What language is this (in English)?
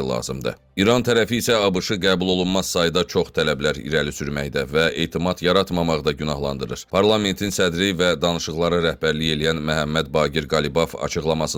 Azerbaijani